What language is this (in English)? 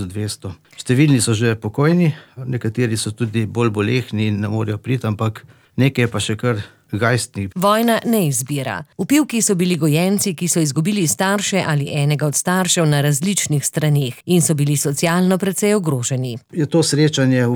Slovenian